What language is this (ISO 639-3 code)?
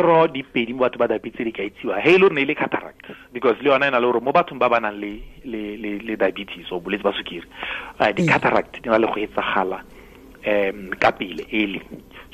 tsn